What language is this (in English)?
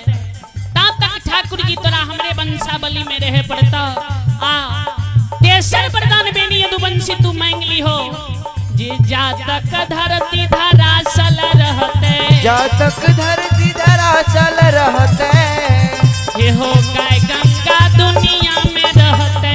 Maithili